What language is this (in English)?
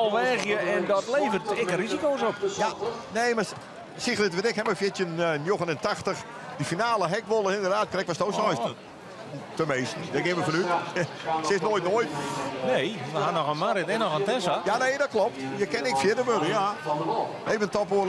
Western Frisian